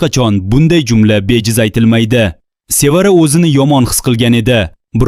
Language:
Uzbek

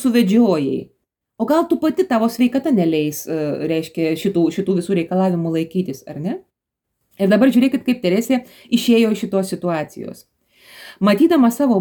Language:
Lithuanian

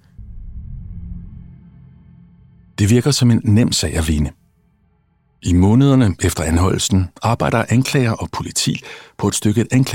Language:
Danish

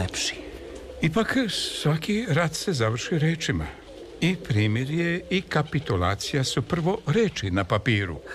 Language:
Serbian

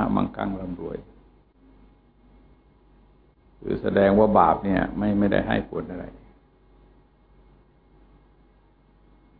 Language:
Thai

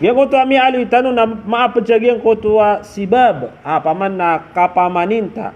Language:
Maranao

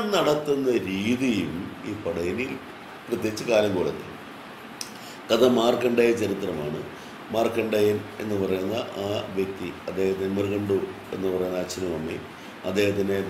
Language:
Malayalam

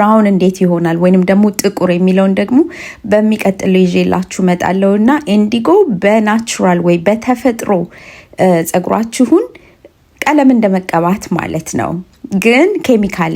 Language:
Amharic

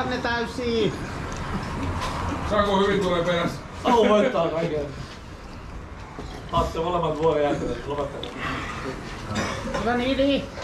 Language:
Finnish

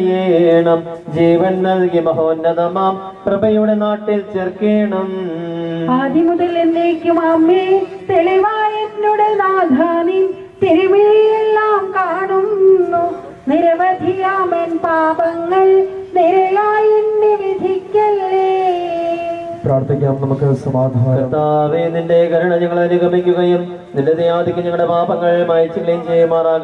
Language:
Malayalam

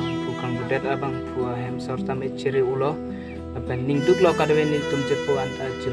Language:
Karbi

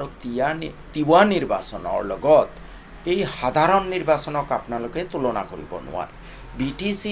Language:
Assamese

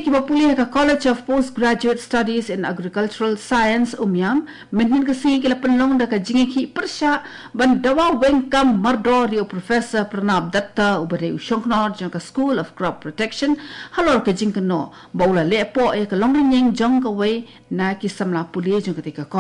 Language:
Khasi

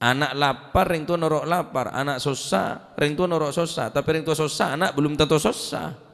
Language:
Madurese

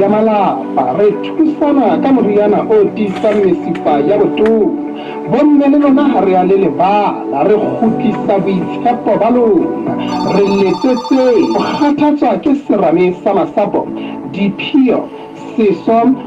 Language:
Southern Sotho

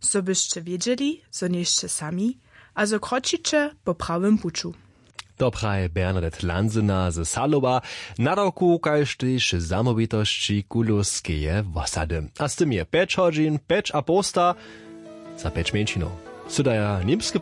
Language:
Upper Sorbian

